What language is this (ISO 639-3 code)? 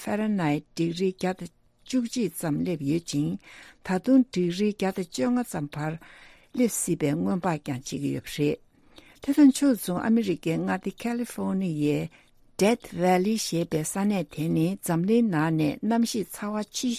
bod